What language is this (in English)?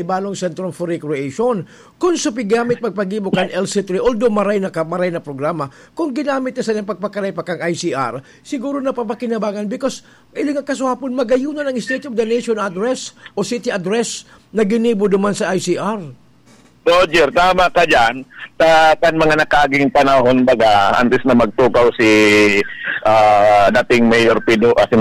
Bikol